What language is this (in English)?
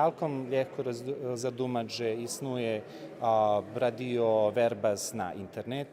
Rusyn